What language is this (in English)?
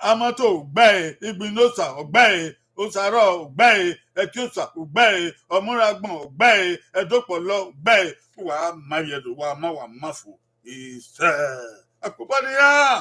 Bini